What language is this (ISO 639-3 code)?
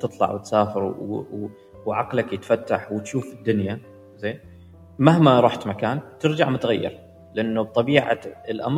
afb